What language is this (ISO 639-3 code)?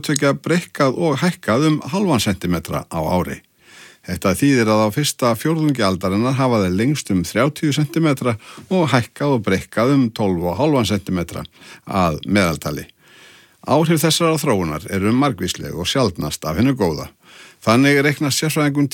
isl